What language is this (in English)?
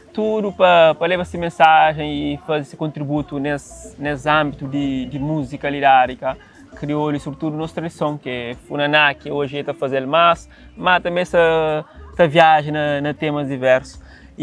Kabuverdianu